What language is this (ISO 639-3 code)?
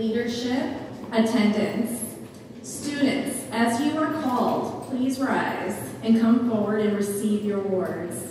eng